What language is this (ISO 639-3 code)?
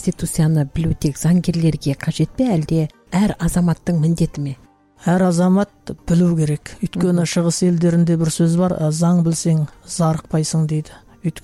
kaz